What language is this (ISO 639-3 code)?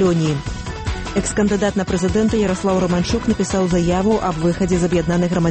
bel